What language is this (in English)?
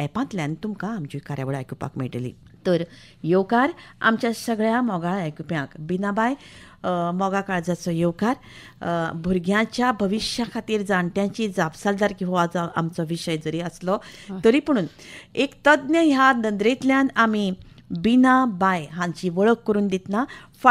Konkani